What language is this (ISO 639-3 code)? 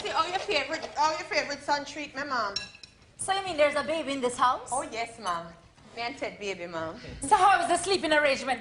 jam